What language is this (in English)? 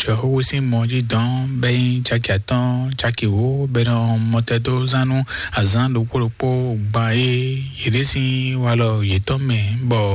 Fon